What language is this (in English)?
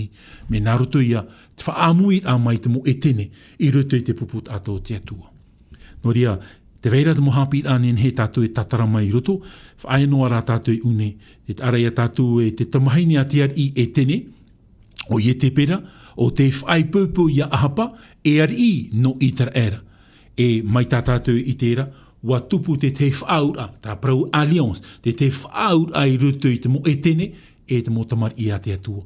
Tahitian